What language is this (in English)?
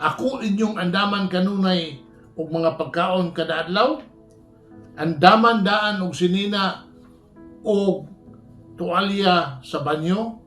Cebuano